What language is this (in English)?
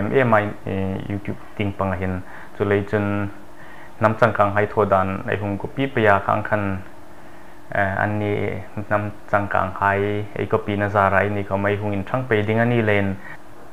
Hmar